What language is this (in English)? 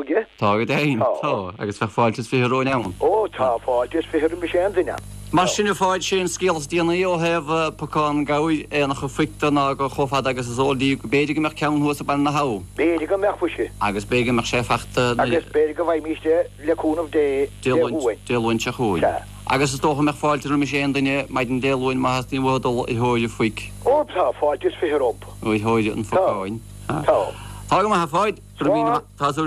Irish